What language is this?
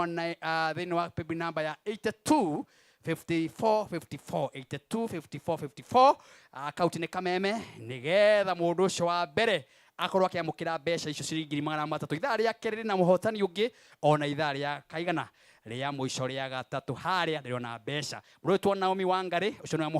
Kikuyu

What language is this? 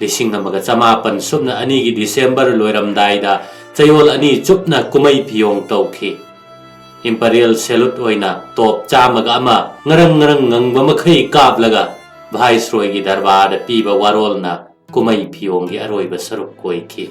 Manipuri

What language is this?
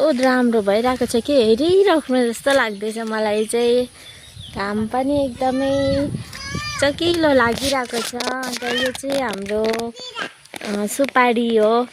Nepali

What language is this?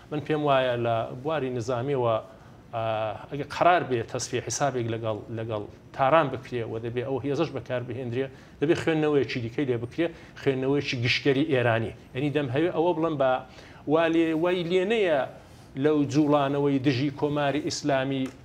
Central Kurdish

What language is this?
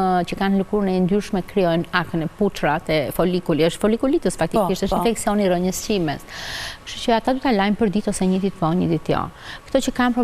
Albanian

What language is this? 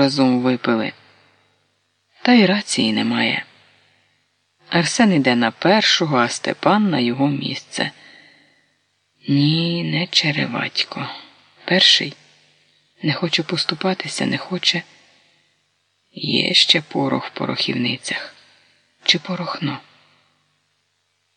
Ukrainian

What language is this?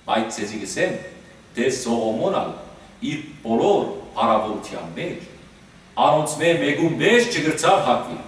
Western Armenian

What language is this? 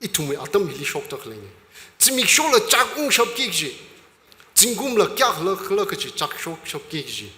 Tangkhul Naga (India)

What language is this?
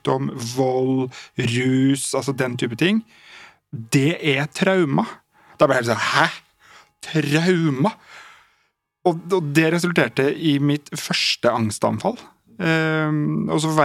Norwegian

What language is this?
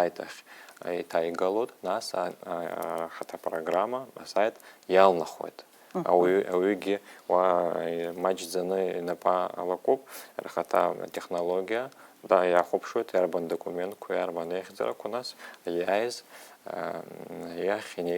Abkhazian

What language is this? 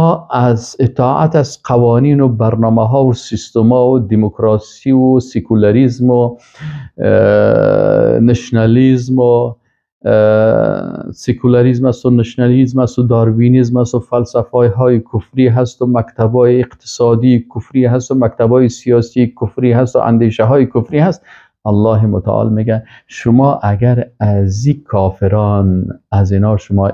Persian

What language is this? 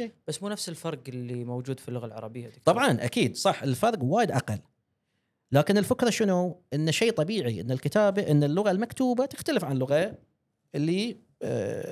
Gulf Arabic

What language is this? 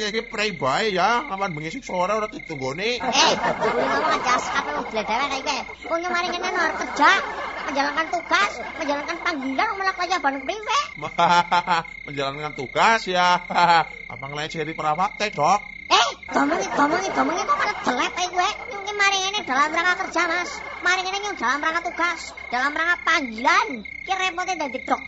Javanese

